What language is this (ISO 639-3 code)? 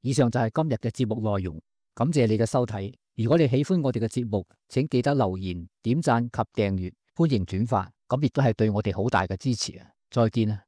yue